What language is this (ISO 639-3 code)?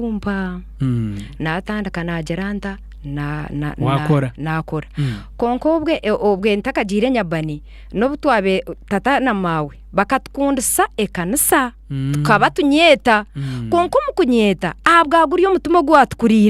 nyn